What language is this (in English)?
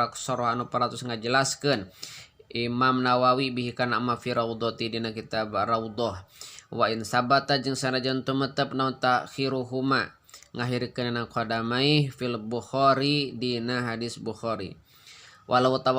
Sundanese